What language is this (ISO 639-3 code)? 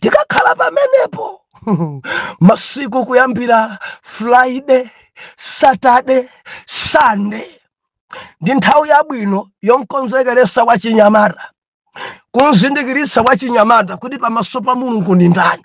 nya